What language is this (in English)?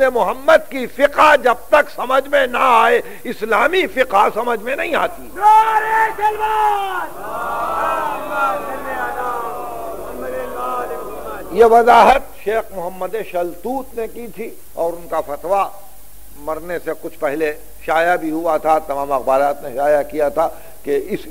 Urdu